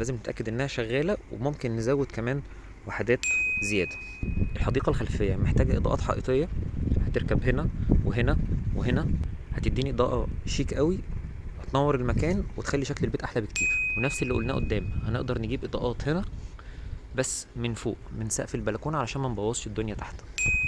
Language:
Egyptian Arabic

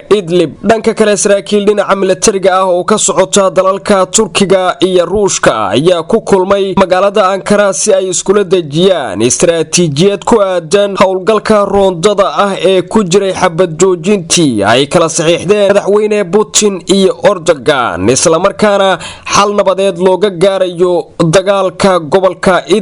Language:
Somali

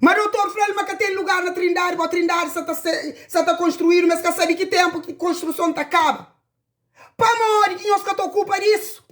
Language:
Kabuverdianu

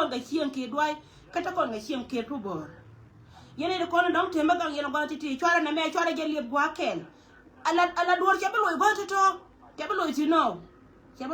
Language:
Nuer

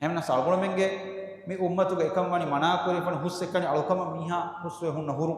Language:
Divehi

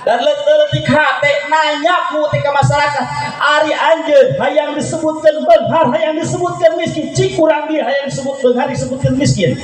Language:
Sundanese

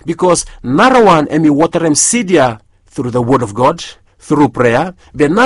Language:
Bislama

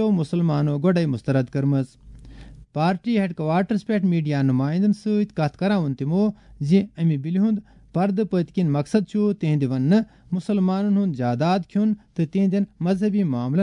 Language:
Kashmiri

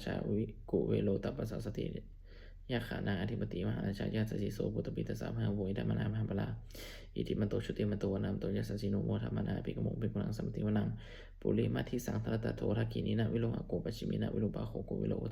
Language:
Pali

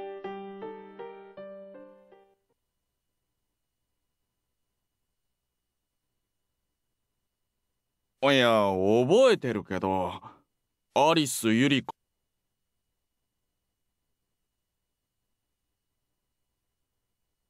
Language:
Japanese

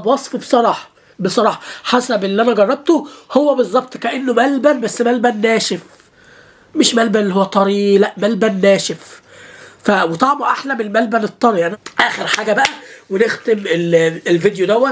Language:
Egyptian Arabic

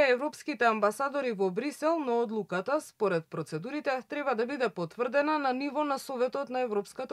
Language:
Macedonian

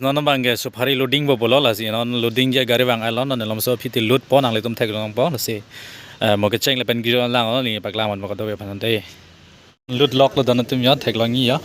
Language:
Karbi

